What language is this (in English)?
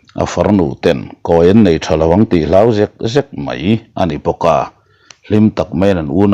Mizo